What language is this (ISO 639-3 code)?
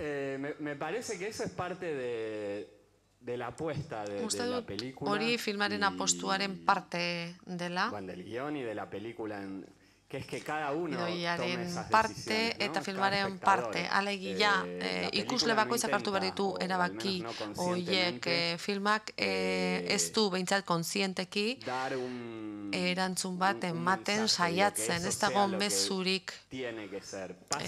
eus